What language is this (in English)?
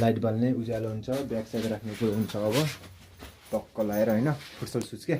Nepali